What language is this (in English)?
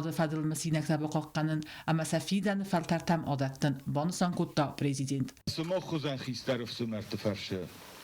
Ossetic